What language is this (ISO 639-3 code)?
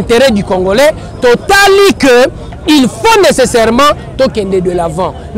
lin